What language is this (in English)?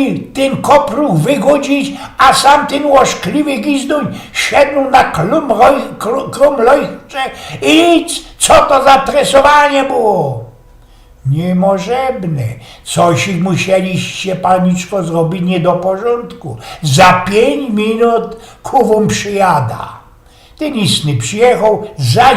Silesian